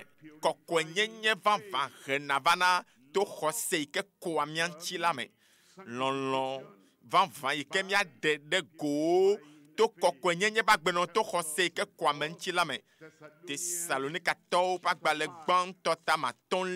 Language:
Ewe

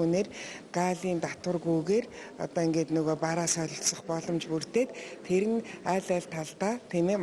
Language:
Mongolian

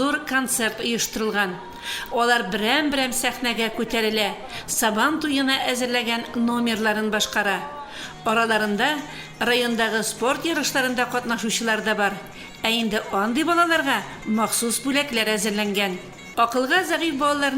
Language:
Tatar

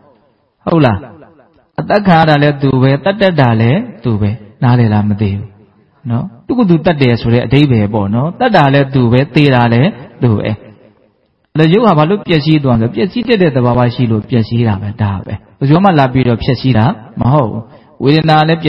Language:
Burmese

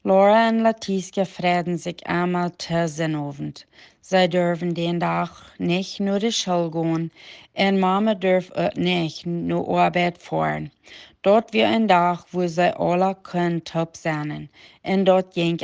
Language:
Plautdietsch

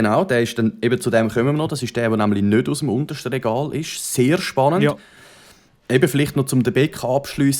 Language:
Swiss German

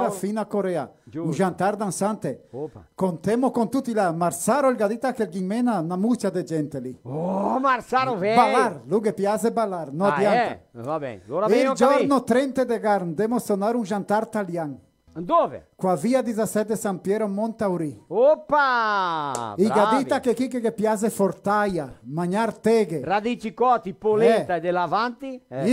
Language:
Venetian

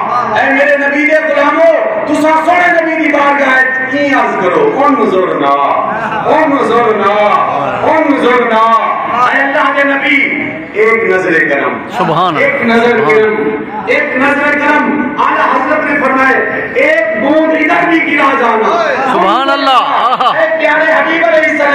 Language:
Saraiki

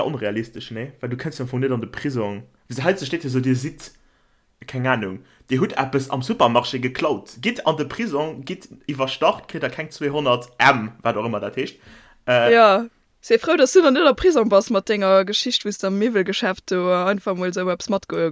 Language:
Luxembourgish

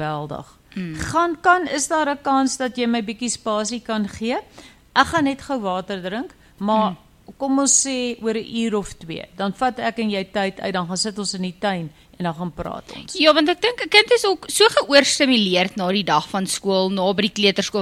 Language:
Afrikaans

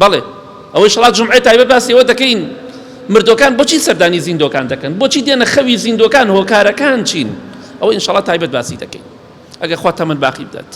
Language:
Central Kurdish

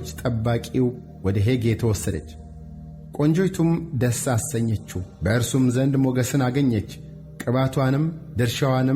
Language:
Amharic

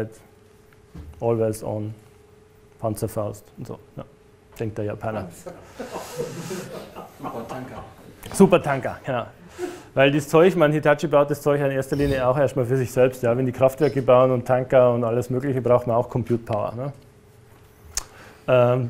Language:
German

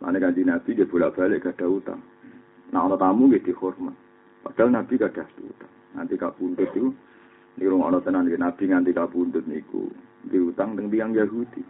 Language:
Javanese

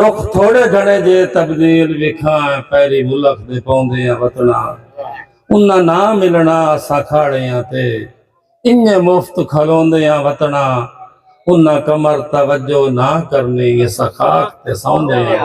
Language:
Saraiki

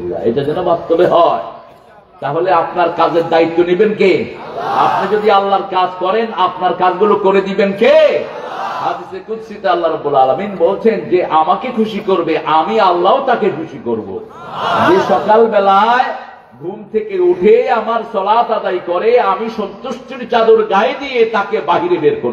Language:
Bangla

